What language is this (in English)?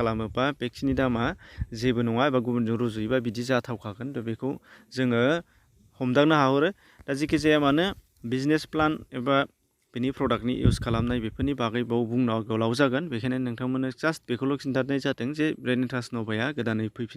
Bodo